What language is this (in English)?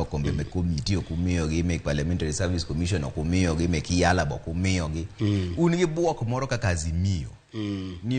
Luo (Kenya and Tanzania)